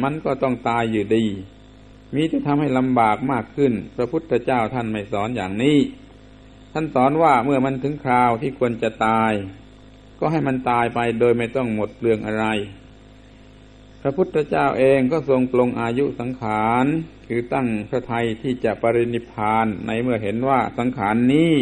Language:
Thai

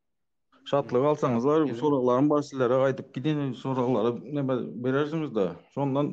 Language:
Turkmen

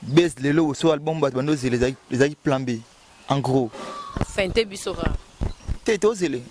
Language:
Lingala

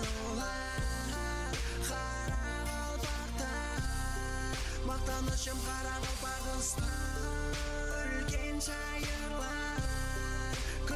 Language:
Kara-Kalpak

